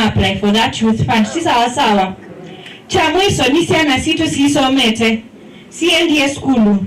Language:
Kamba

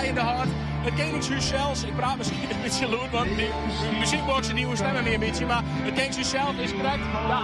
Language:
Western Frisian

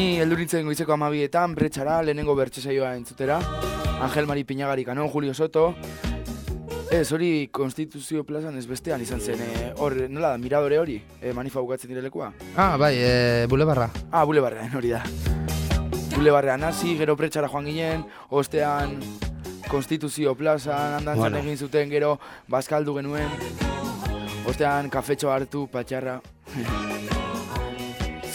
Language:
Basque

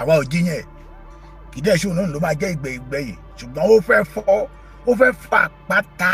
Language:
Yoruba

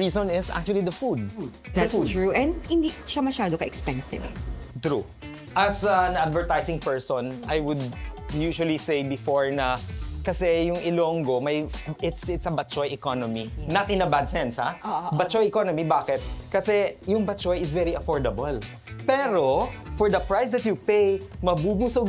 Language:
Hiligaynon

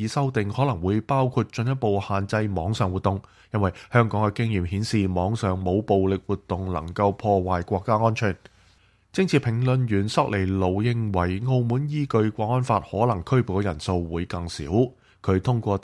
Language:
Cantonese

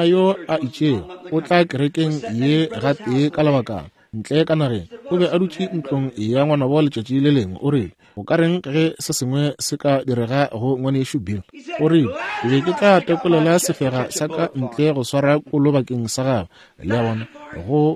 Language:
Northern Sotho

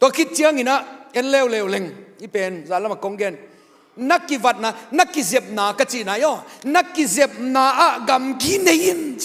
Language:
Tedim Chin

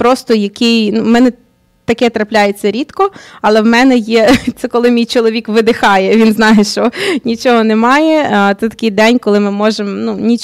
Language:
Ukrainian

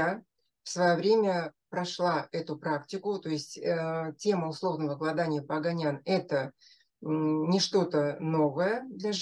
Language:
Russian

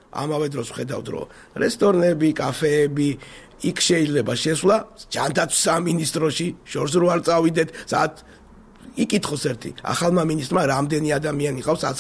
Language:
Georgian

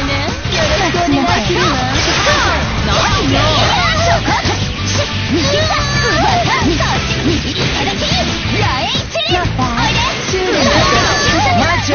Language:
Japanese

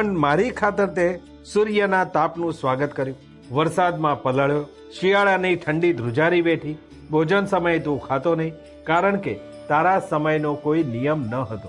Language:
Gujarati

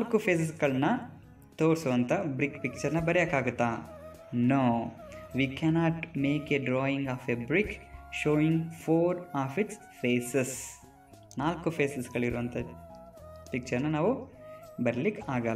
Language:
Kannada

